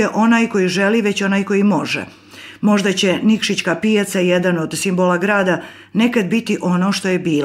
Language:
Serbian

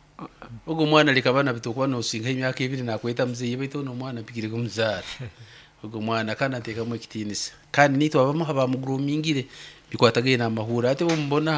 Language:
Nyoro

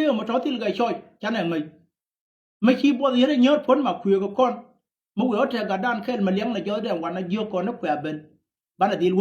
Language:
Nuer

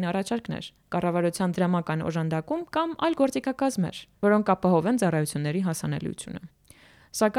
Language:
Armenian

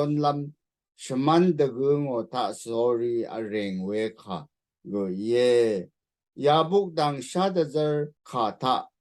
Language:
Rawang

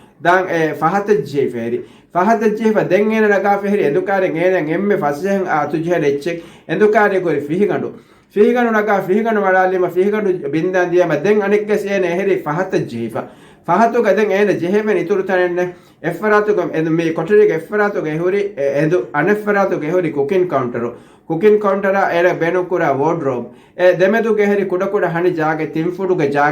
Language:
Divehi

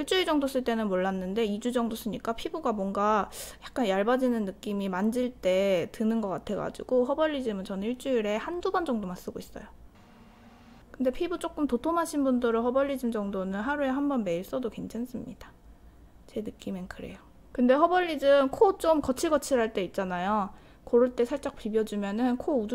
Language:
Korean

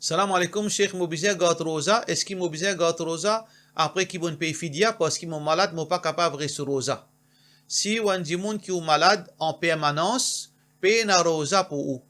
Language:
Morisyen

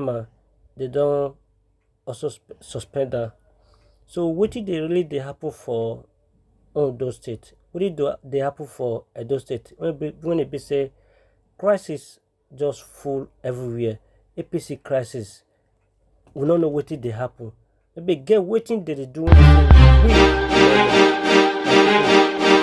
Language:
Nigerian Pidgin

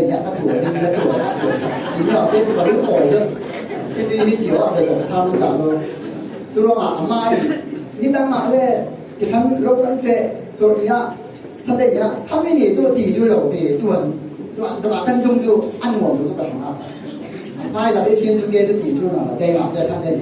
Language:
Falam Chin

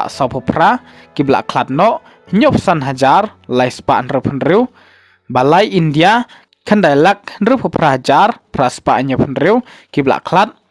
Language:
Khasi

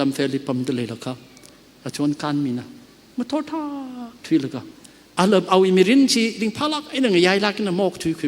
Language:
Tangkhul Naga (India)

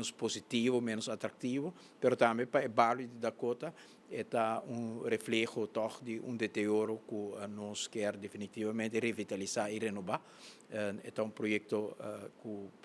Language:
Papiamento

